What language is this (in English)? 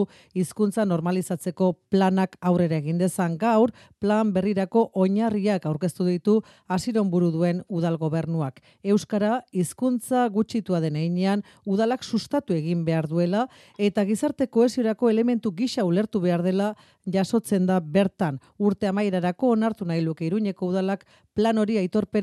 Basque